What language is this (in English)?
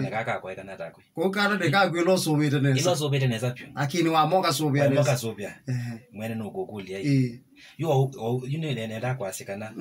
Kamba